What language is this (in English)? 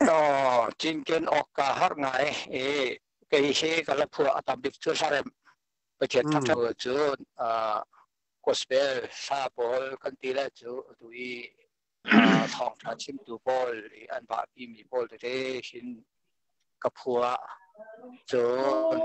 Hakha Chin